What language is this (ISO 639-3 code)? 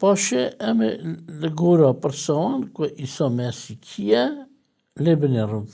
kur